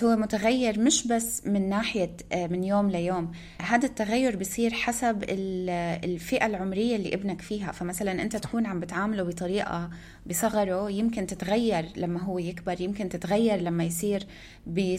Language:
North Levantine Arabic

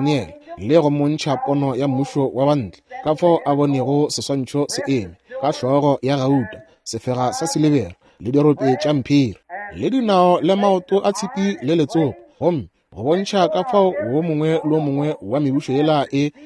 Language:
Northern Sotho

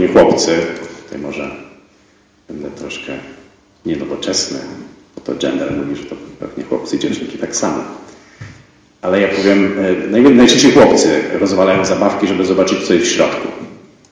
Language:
Polish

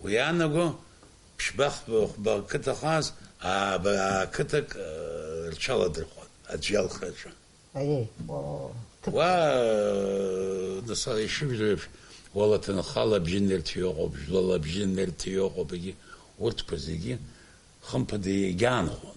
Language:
Abkhazian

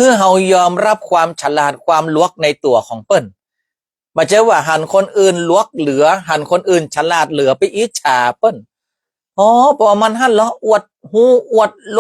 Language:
Northern Thai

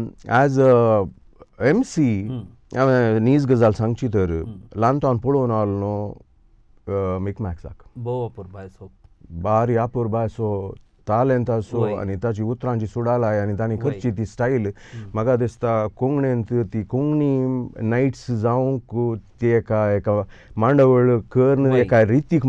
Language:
Konkani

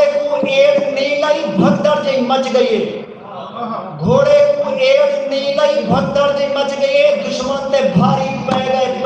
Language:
Saraiki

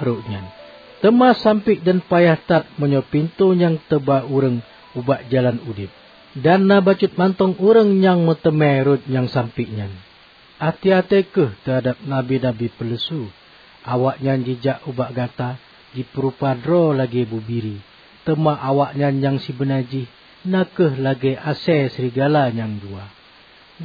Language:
Achinese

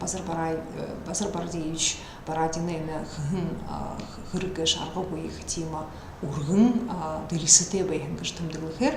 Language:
Buriat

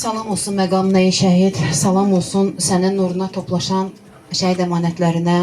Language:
Azerbaijani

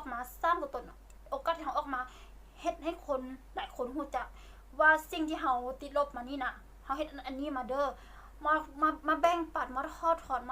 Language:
Lao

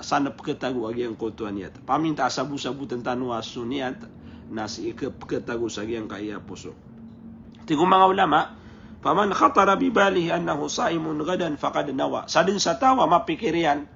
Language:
Maranao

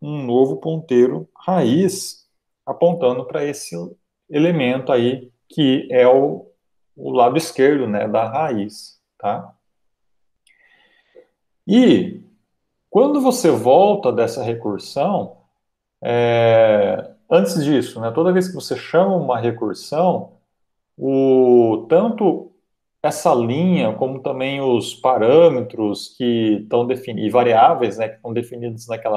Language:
Portuguese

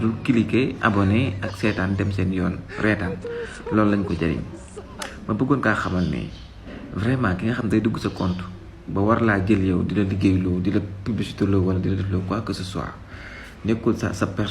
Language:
Wolof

